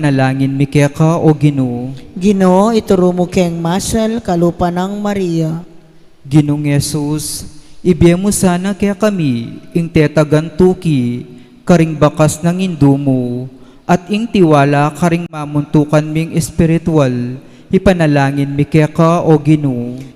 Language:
Pampanga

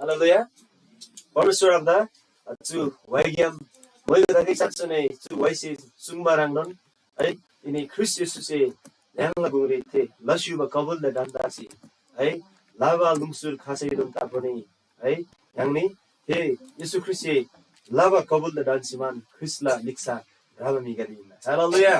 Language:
Eastern Tamang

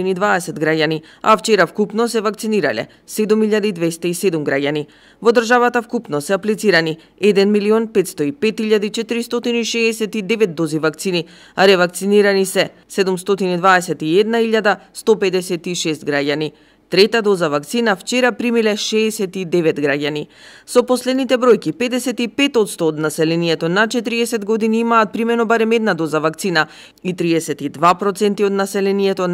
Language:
Macedonian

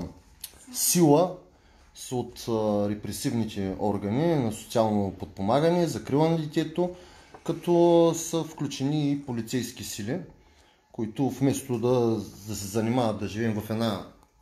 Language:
Bulgarian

